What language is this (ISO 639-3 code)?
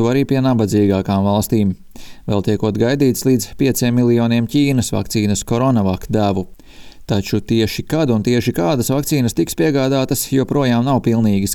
lav